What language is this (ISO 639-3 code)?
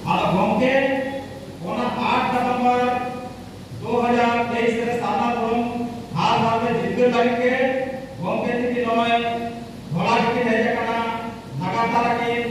sat